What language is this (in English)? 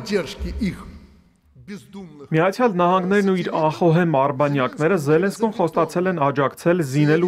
Armenian